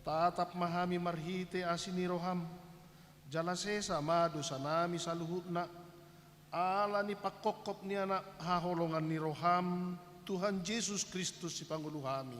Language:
Batak Toba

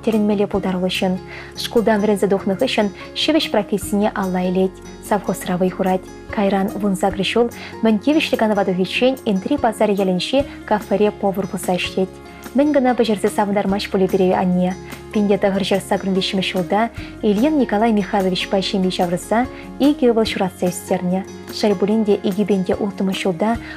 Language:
Chuvash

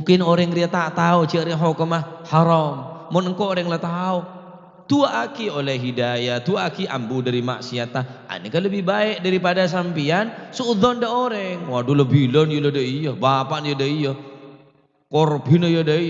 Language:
Madurese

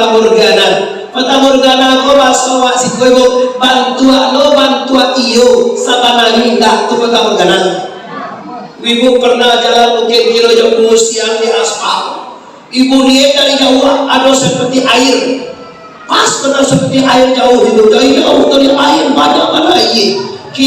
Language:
Minangkabau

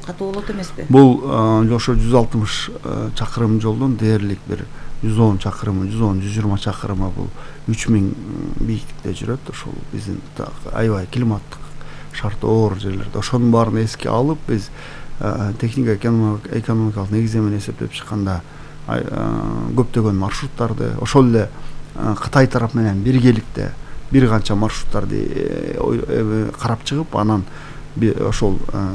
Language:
Kyrgyz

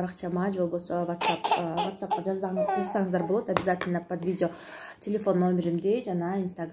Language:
Kyrgyz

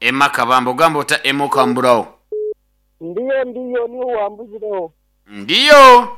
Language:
Nyankole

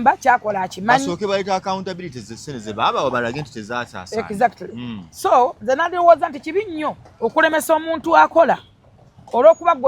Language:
Ganda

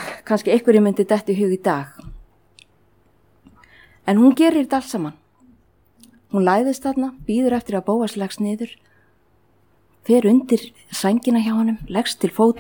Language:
Icelandic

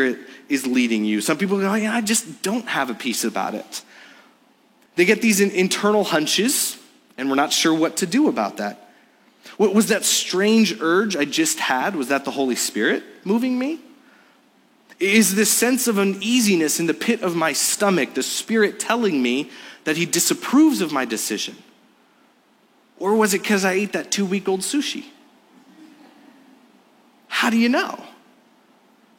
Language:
English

